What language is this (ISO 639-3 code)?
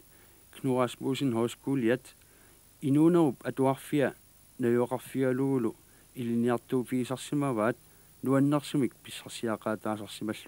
kal